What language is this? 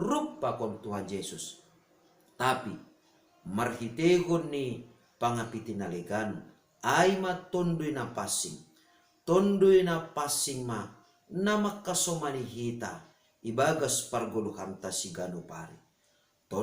Batak Simalungun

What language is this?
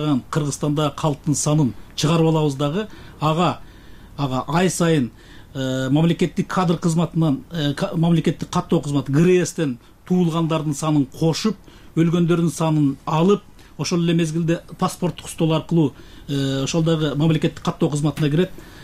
Kyrgyz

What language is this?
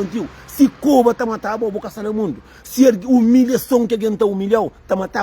Kabuverdianu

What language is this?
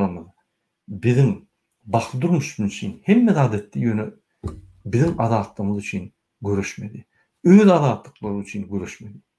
Turkmen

